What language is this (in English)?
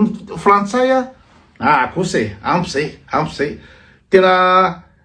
Malagasy